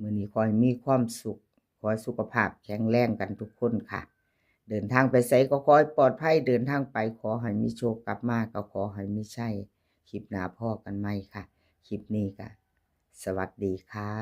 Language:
Lao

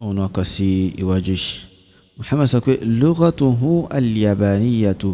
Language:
Yoruba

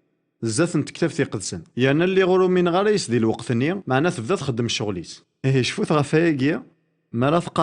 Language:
Kabyle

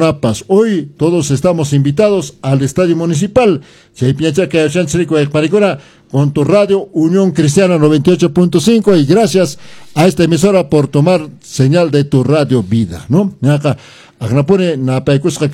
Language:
Quechua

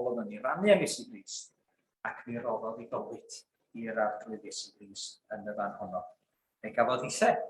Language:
Welsh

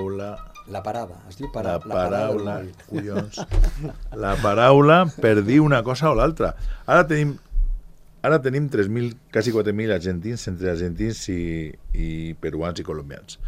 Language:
Catalan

